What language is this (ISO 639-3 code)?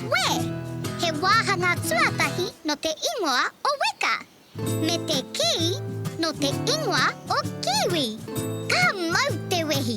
mri